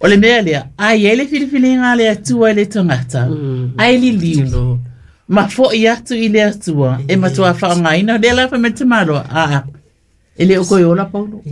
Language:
Samoan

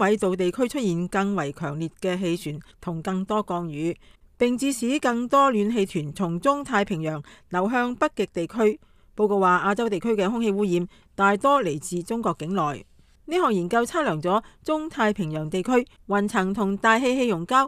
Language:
Cantonese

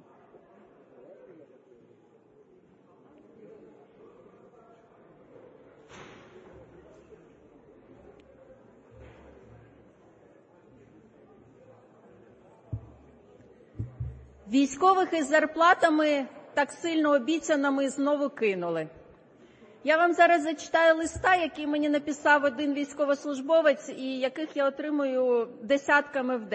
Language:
Ukrainian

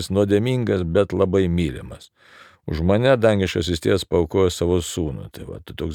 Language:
Lithuanian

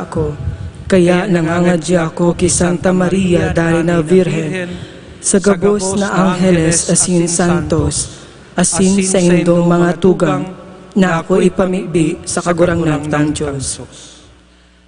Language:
Bikol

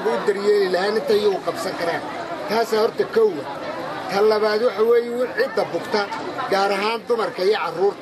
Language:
Somali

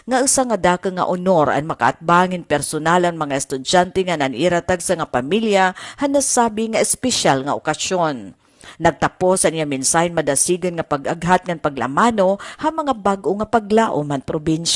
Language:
Waray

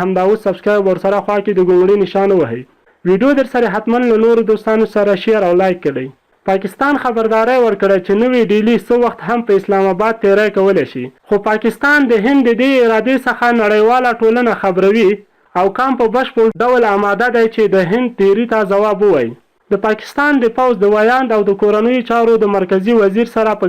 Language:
Pashto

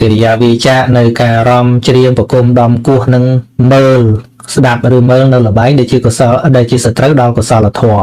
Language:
Khmer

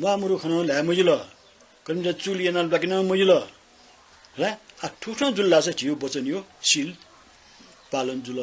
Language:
Newari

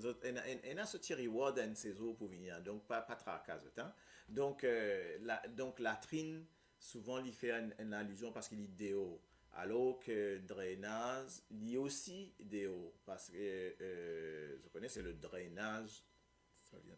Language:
Morisyen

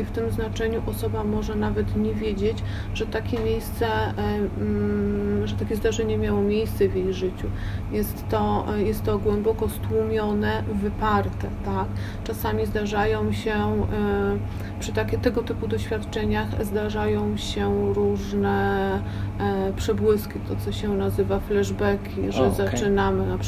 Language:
Polish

